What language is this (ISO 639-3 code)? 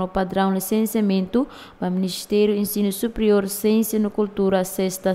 tet